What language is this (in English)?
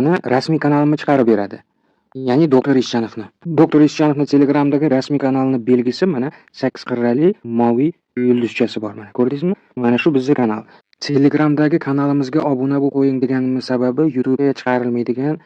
Uzbek